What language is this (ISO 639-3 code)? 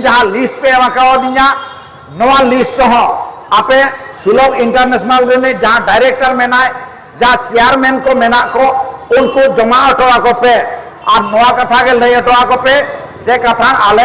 sat